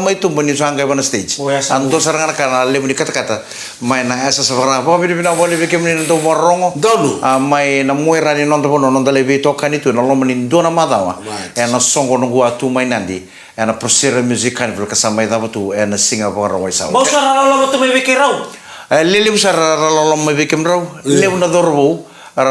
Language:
Fijian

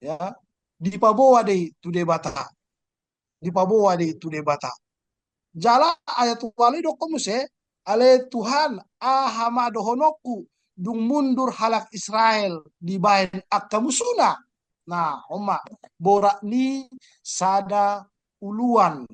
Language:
Batak Toba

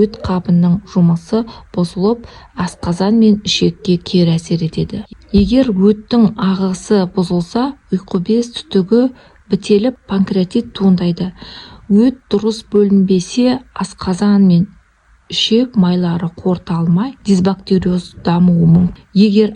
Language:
Kazakh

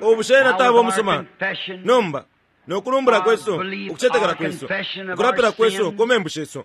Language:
Bemba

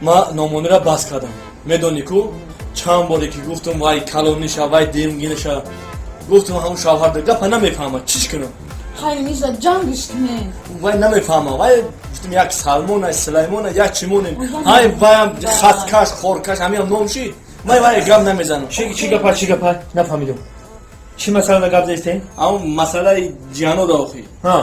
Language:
Tajik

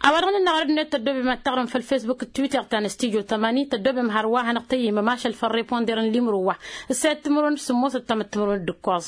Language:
Tamasheq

